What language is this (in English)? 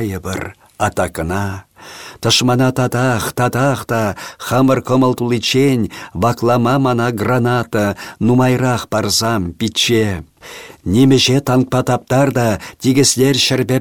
Chuvash